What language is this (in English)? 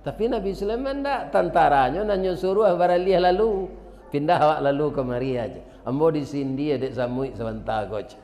Minangkabau